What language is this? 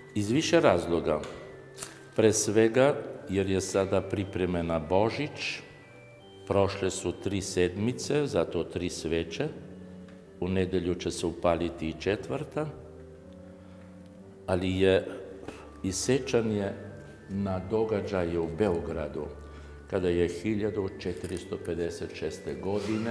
Serbian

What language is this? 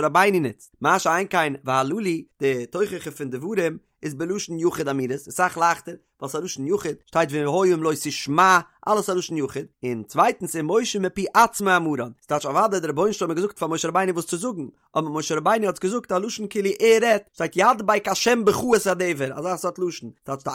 Yiddish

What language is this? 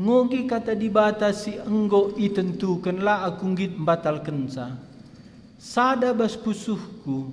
Batak Karo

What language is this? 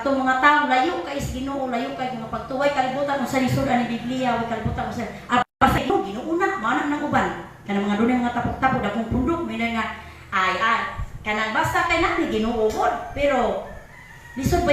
Cebuano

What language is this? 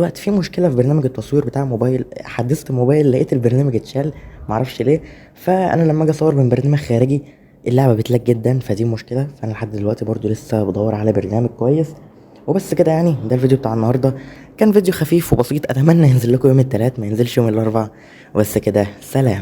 Egyptian Arabic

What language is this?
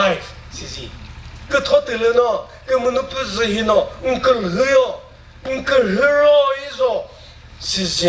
Chokri Naga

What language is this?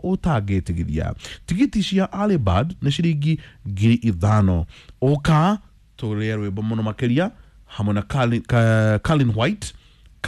Kikuyu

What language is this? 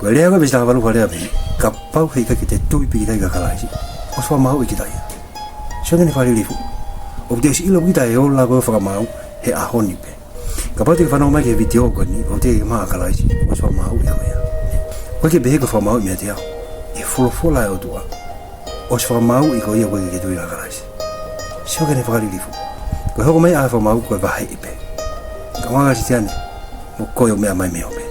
Tongan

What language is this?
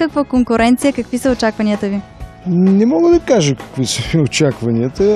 Bulgarian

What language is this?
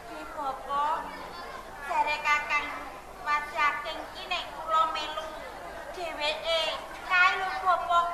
Javanese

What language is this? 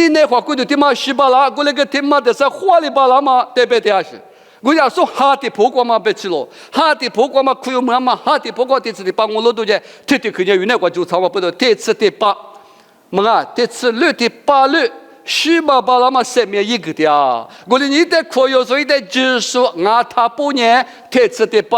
Lisu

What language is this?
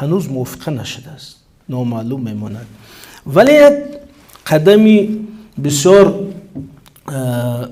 Tajik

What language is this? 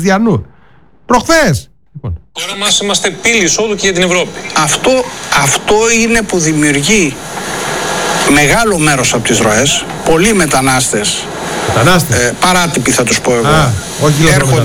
Greek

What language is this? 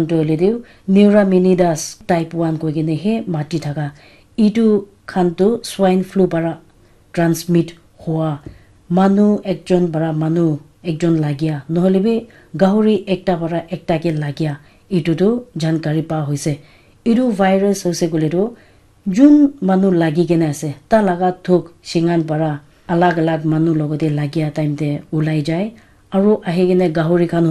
Naga Pidgin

